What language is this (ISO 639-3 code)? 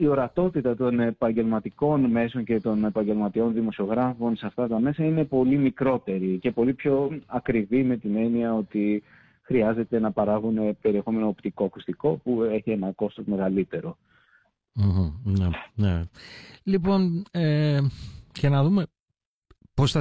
ell